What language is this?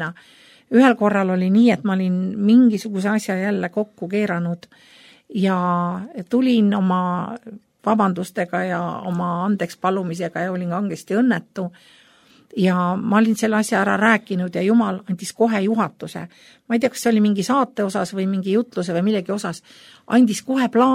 Estonian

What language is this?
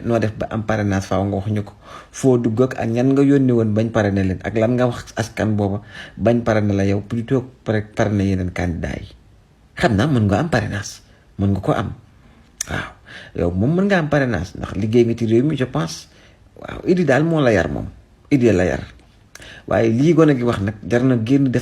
Wolof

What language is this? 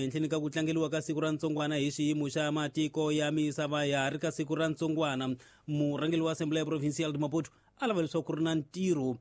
Tsonga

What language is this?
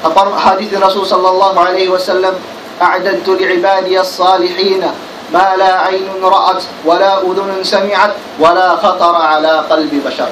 Tausug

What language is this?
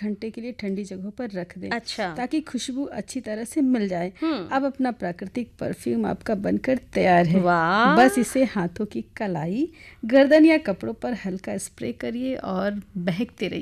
Hindi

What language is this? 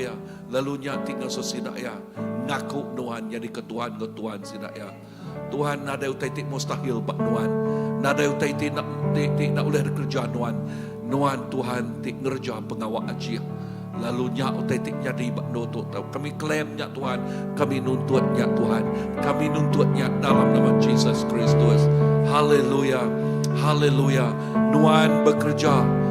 Iban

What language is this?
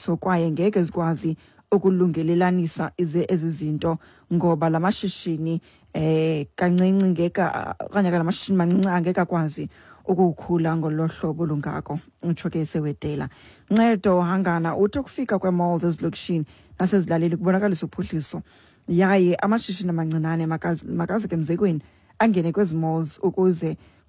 Xhosa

